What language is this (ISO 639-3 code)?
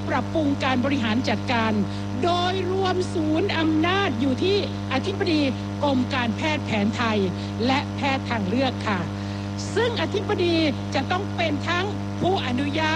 tha